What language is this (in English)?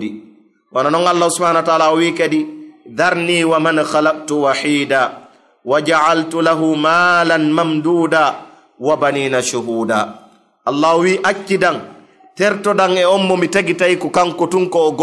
Fula